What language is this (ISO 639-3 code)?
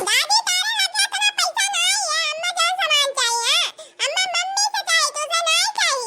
awa